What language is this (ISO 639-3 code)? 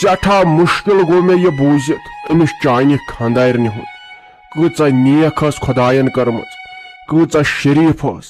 kas